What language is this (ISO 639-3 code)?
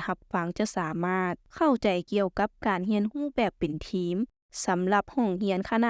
lao